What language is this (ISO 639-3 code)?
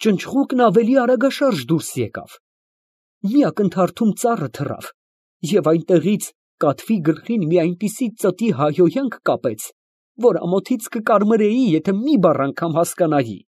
hye